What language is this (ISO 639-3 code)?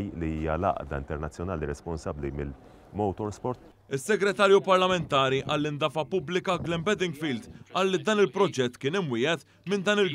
mlt